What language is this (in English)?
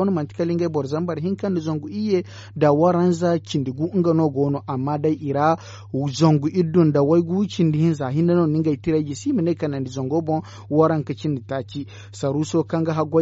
Zarma